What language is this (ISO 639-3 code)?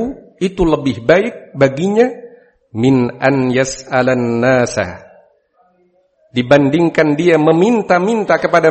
ind